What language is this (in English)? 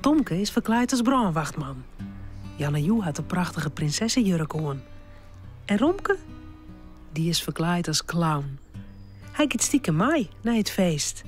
Western Frisian